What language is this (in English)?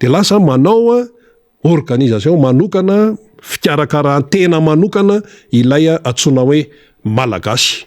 Malagasy